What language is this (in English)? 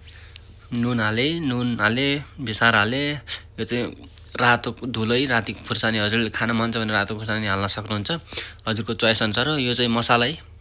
Nepali